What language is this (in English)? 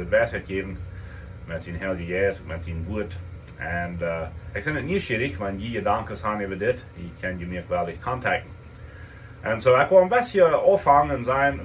Plautdietsch